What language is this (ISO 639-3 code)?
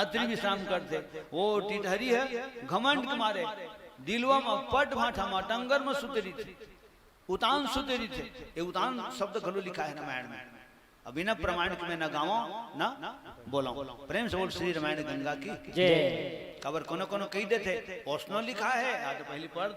hne